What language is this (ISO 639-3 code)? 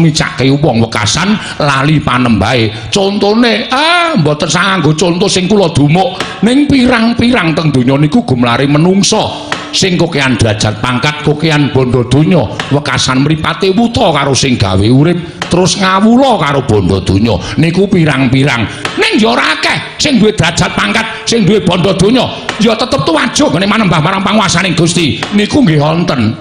jav